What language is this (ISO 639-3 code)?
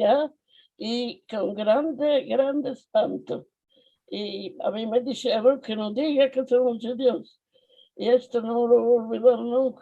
lad